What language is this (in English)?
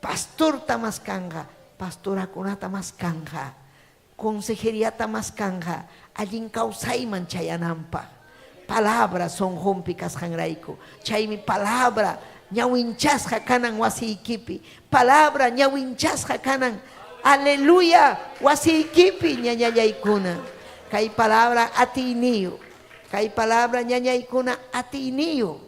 Ayacucho Quechua